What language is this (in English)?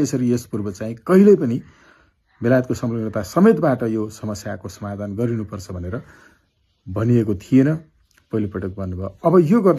Nepali